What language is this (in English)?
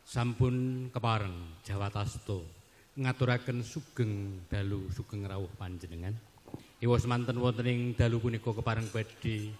Javanese